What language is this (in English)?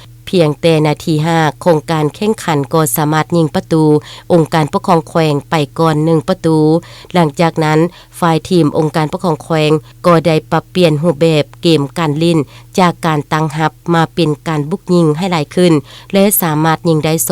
Lao